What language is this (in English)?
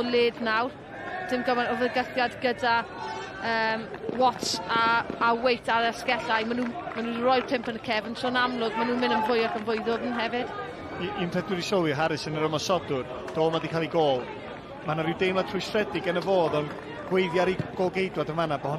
Welsh